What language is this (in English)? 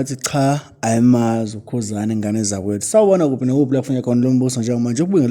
Zulu